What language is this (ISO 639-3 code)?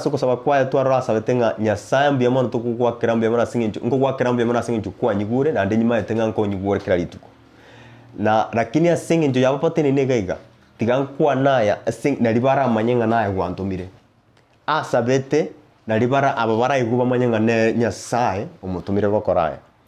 guz